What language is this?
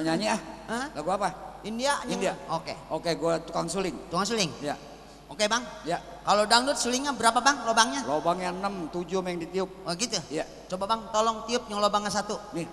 Betawi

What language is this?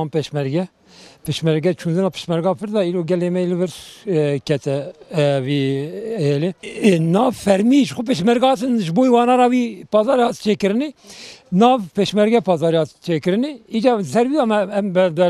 Kurdish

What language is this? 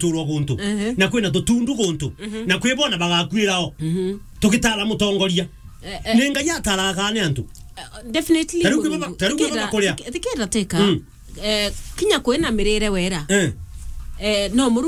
Meru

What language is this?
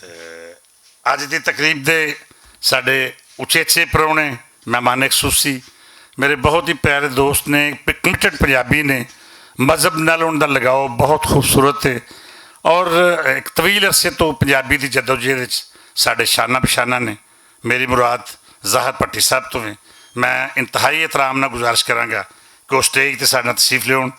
Western Panjabi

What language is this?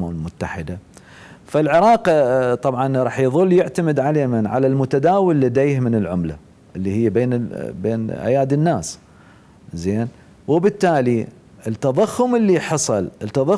Mesopotamian Arabic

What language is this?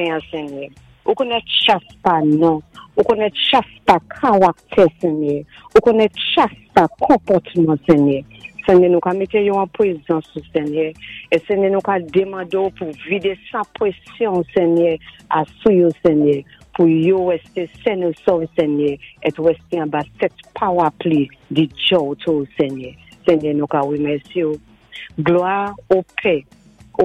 Saint Lucian Creole French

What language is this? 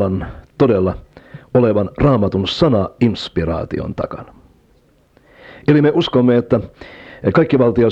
Finnish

